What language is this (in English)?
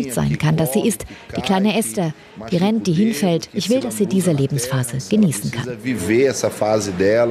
German